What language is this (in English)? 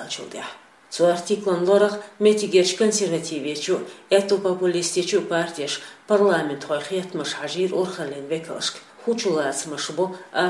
Chechen